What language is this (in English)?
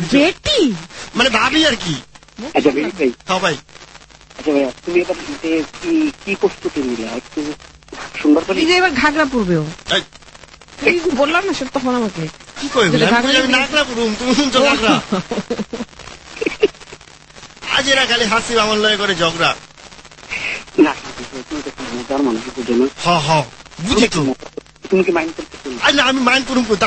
Bangla